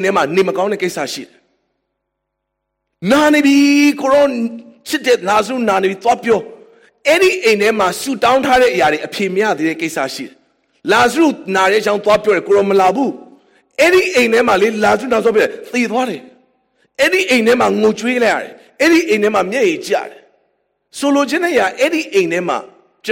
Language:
Burmese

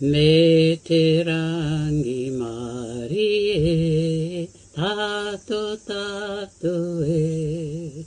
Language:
Māori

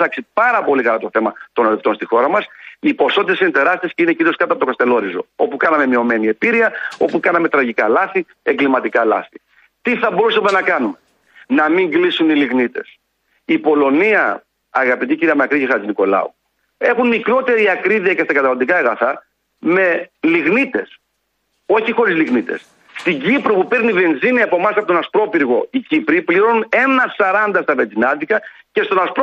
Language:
Greek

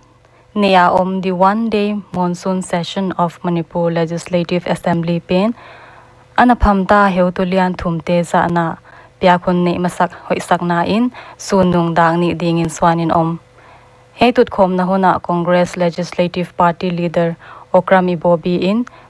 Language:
Paite Chin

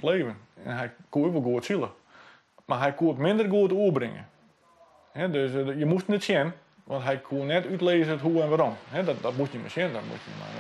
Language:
Western Frisian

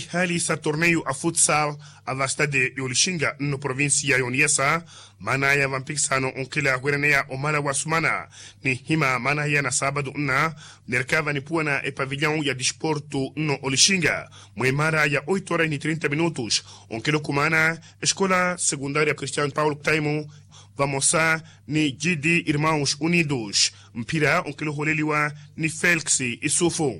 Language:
Makhuwa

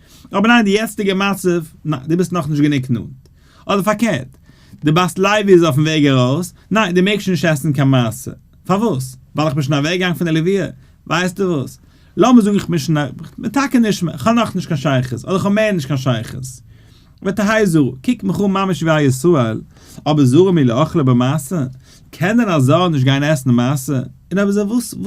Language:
Yiddish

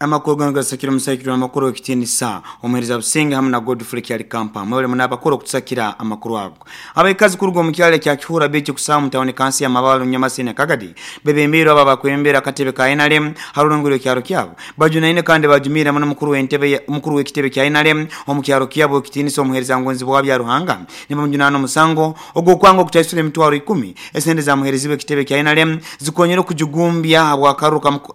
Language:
Nyoro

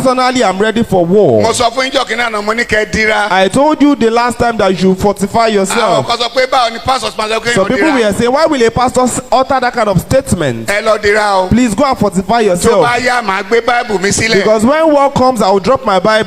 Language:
Yoruba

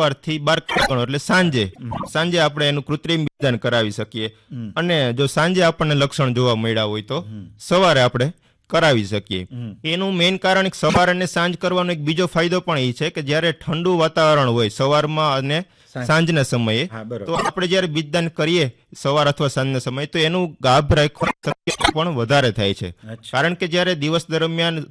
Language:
Gujarati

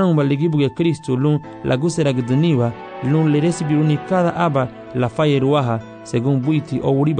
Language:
Garifuna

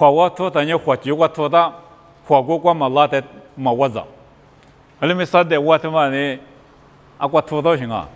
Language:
Lisu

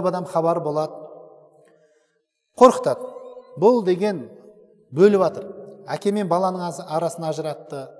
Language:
Kazakh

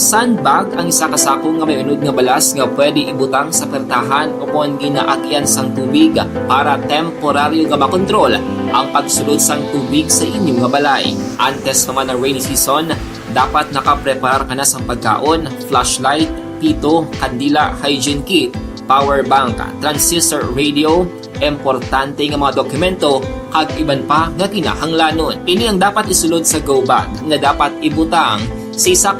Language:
Hiligaynon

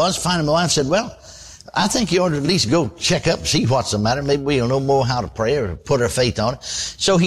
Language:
English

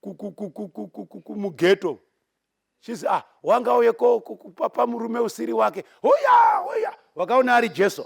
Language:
Shona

